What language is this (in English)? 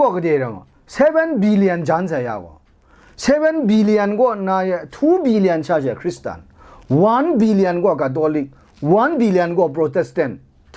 Kachin